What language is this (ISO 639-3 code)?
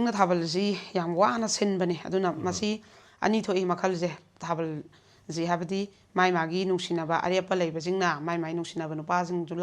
mni